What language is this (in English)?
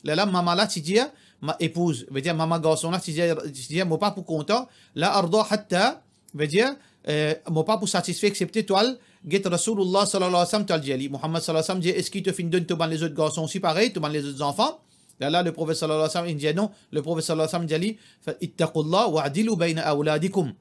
Morisyen